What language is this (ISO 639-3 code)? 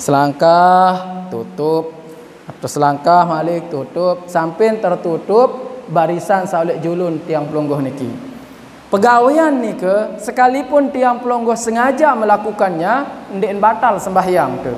sas